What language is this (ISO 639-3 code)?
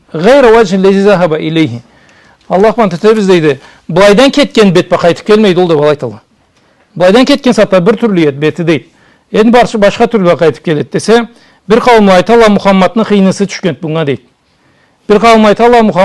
krc